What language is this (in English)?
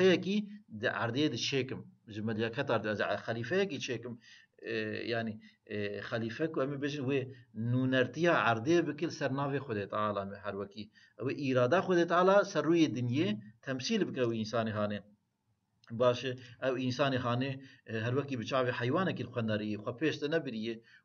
Kurdish